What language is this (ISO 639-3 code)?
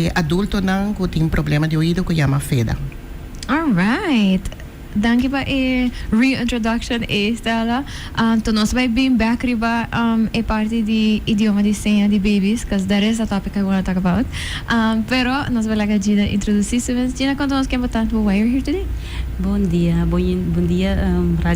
pap